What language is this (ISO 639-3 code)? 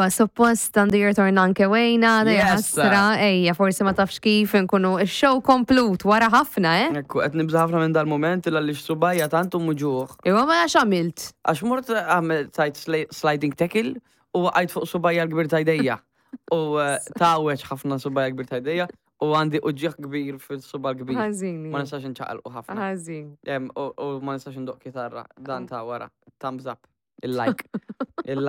mlt